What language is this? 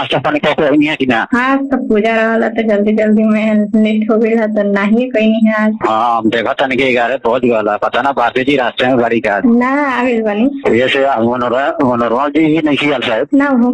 Bhojpuri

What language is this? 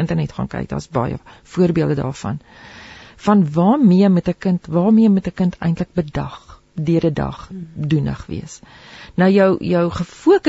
Afrikaans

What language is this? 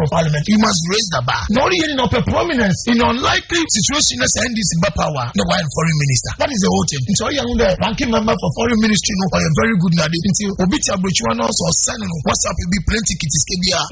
Akan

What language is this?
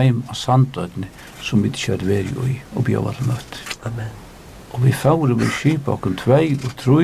Faroese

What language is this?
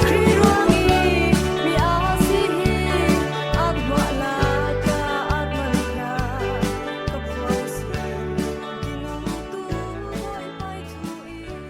Falam Chin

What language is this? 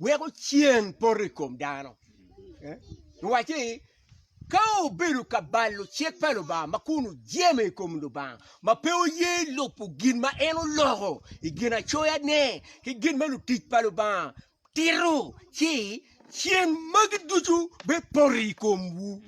Acoli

